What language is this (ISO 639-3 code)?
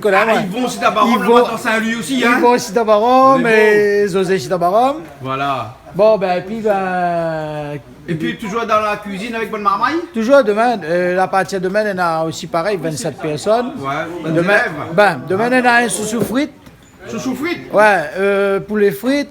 rcf